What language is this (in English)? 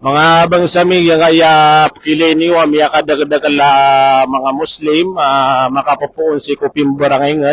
Maranao